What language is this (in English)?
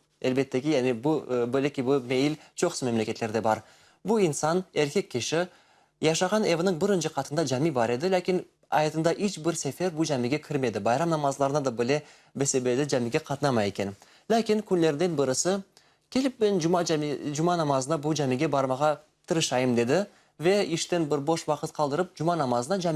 Crimean Tatar